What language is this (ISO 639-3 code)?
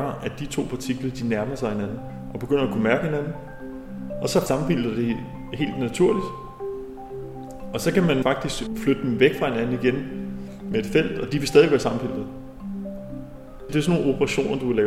dan